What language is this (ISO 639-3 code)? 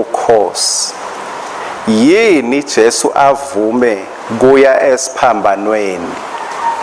ssw